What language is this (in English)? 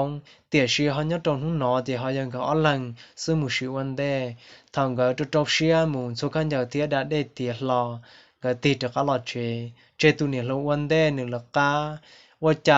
Hmong